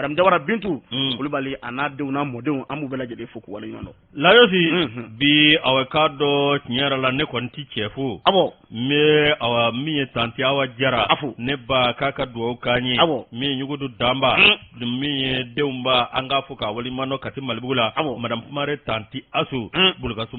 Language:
Bambara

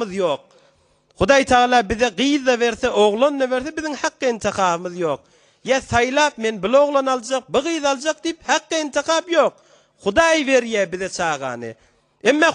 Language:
Turkmen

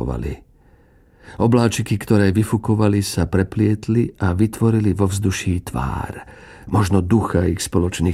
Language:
Slovak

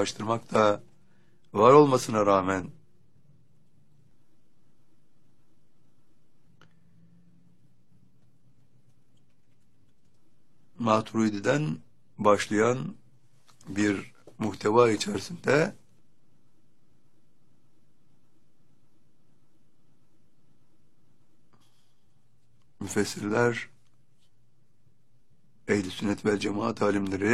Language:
Turkish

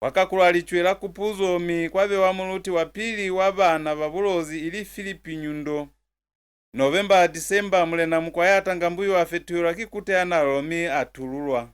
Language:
Lozi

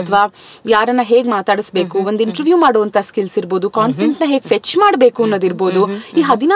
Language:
Kannada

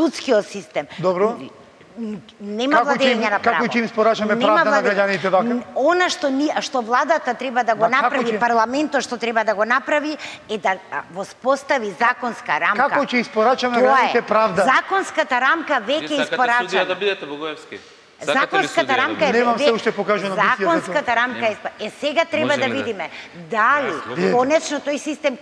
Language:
Macedonian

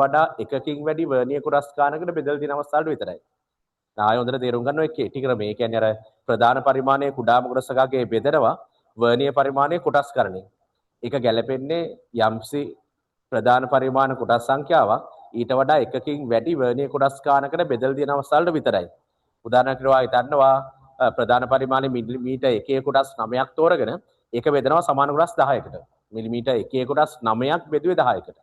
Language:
Sinhala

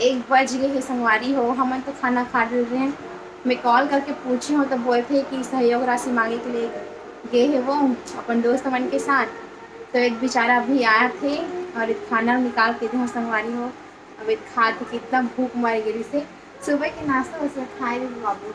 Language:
Chhattisgarhi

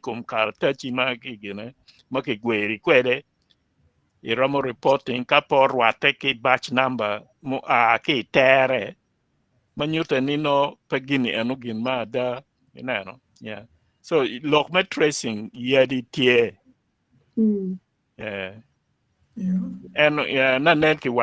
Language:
Acoli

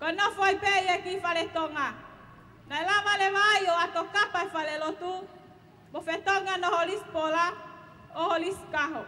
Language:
Tongan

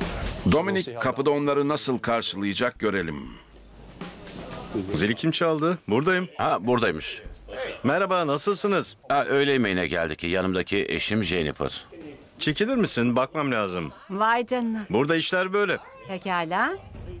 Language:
Turkish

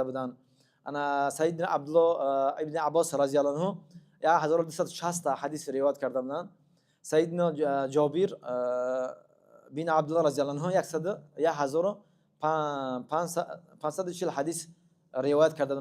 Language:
Tajik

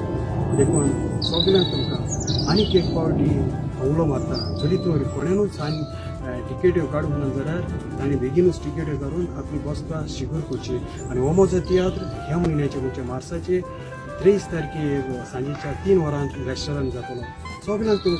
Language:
Konkani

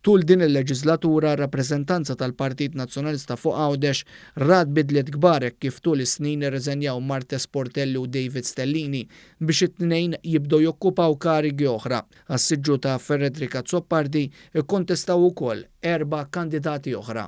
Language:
Maltese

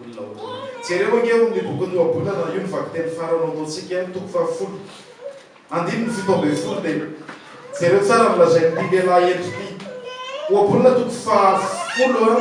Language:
Malagasy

